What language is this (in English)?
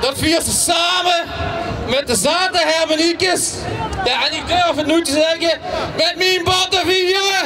Limburgish